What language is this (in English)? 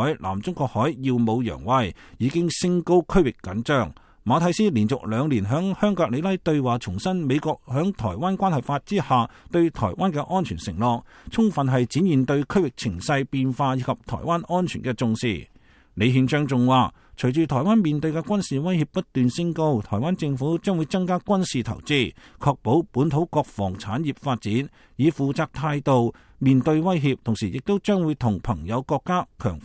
Cantonese